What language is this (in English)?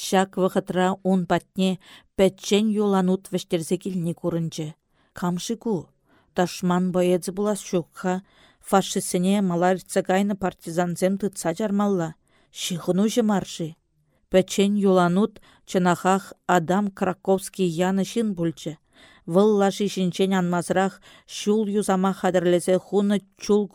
Chuvash